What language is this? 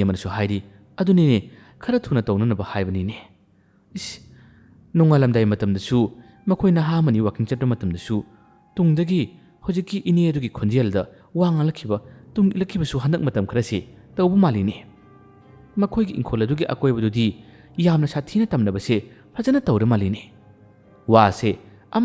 Manipuri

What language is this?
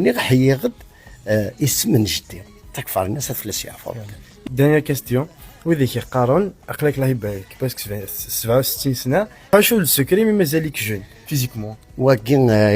Kabyle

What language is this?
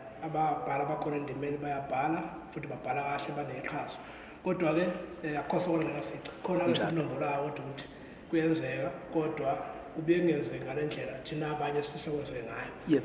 Zulu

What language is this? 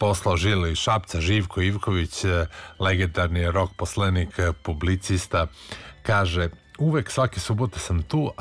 Serbian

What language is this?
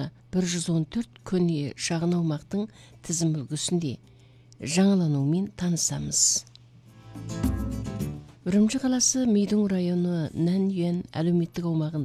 Kazakh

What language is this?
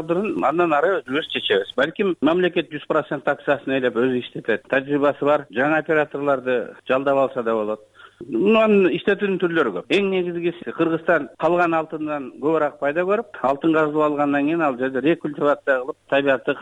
Kyrgyz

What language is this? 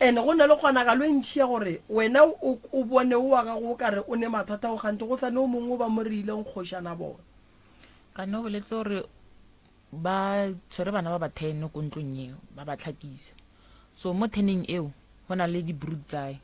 Northern Sotho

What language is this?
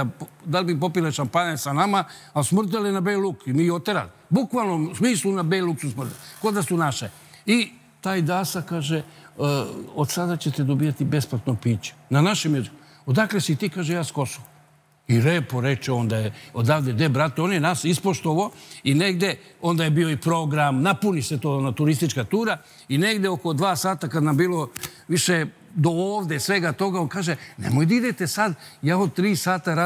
Serbian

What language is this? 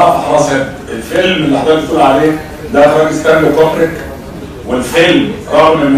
Egyptian Arabic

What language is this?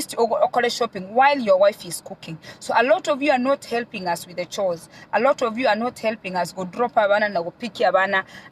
Gusii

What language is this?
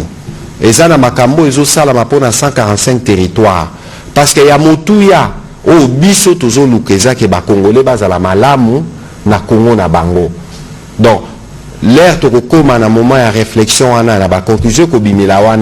Lingala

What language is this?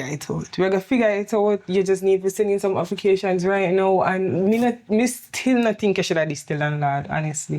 Jamaican Creole English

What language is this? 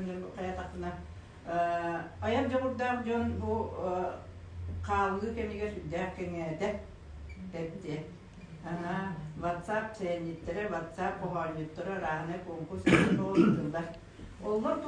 Yakut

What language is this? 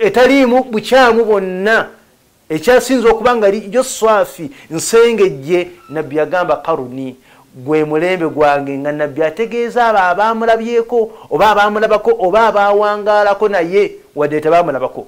Ganda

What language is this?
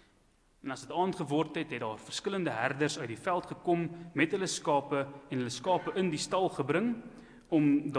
Afrikaans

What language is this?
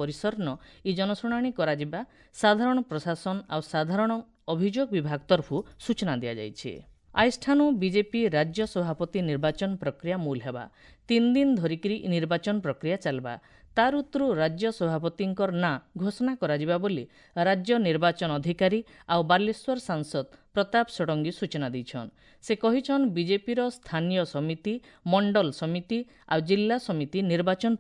Odia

